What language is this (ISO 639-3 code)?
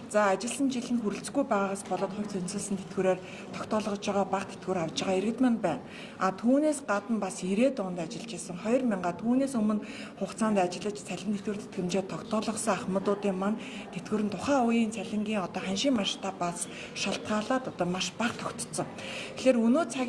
mon